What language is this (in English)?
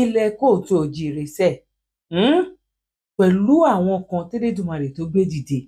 Yoruba